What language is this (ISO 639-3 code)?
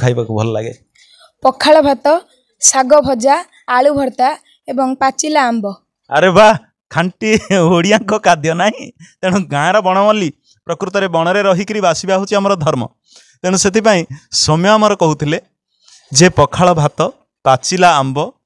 ori